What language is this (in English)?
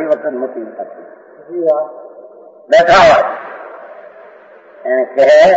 Gujarati